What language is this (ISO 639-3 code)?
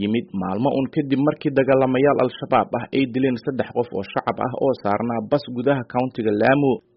som